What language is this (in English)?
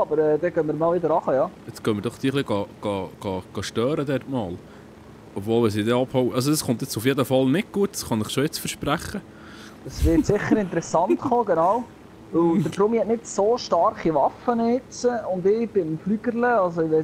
Swiss German